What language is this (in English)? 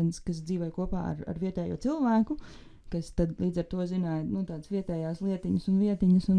Latvian